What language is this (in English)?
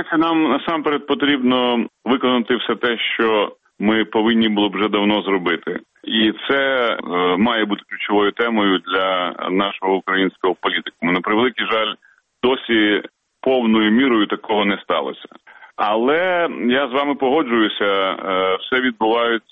Ukrainian